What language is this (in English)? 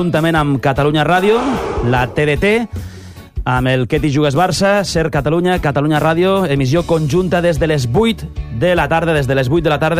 Catalan